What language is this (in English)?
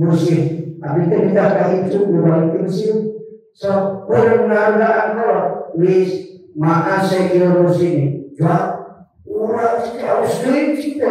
Sundanese